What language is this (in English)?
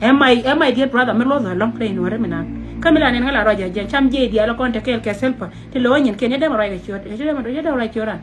Nuer